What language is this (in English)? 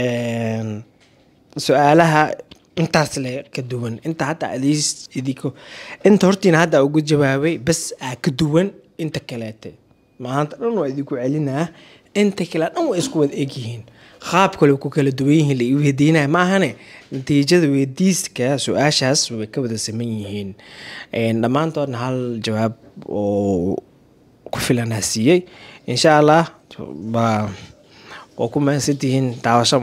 Somali